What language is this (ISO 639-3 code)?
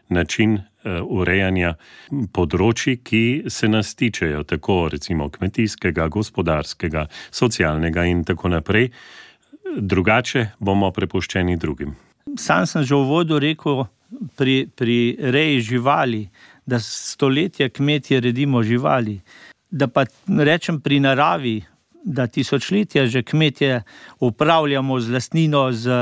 slv